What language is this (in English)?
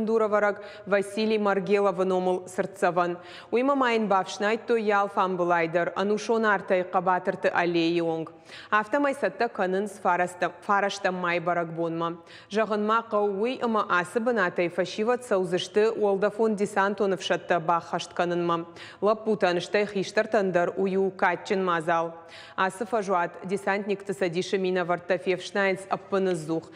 Ossetic